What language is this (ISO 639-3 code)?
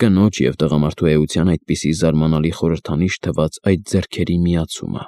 hye